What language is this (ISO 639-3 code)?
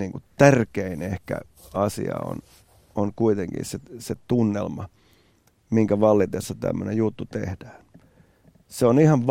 fin